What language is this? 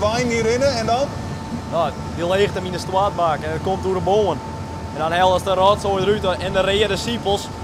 Western Frisian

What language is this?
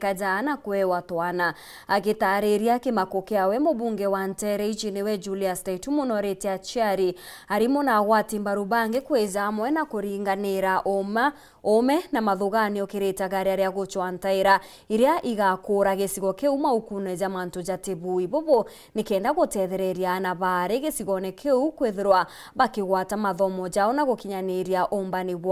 Meru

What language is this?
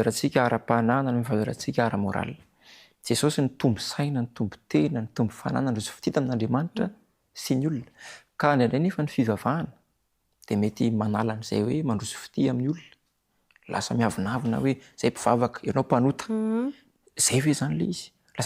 Malagasy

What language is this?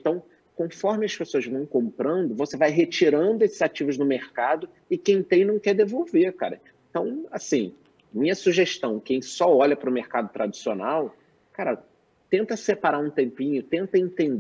Portuguese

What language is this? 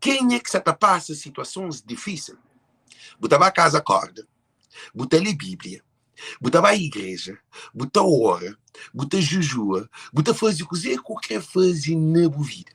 Kabuverdianu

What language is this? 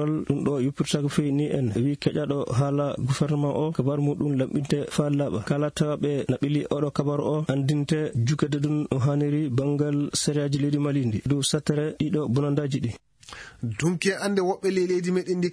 Fula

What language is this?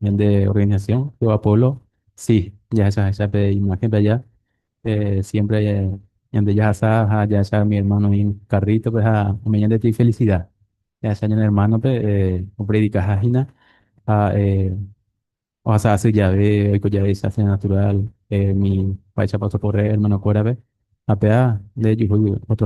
Guarani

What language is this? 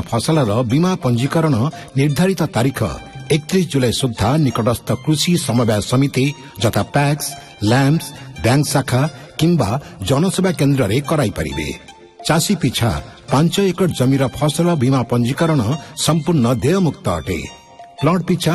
Odia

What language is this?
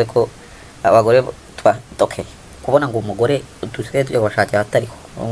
Kinyarwanda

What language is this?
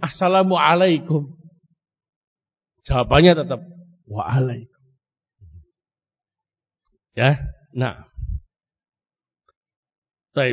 Indonesian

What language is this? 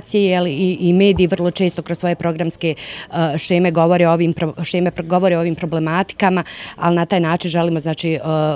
Bosnian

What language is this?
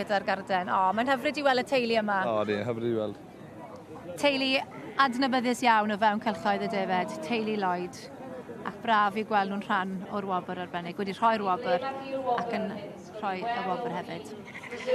Welsh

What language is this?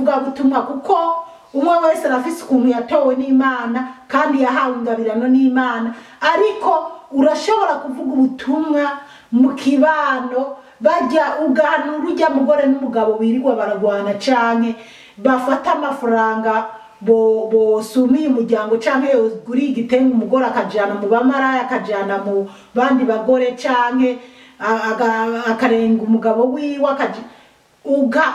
Rundi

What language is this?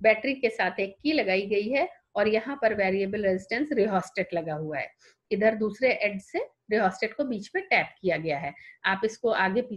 Hindi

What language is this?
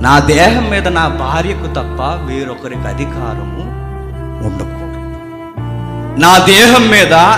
Telugu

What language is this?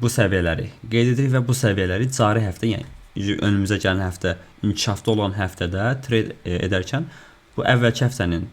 Azerbaijani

